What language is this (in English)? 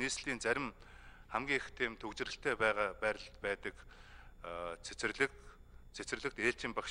Mongolian